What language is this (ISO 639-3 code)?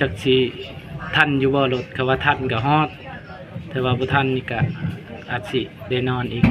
lao